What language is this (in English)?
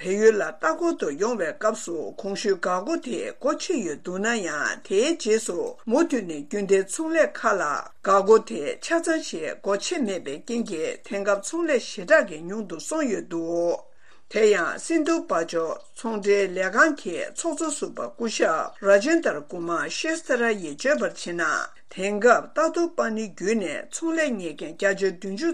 Tibetan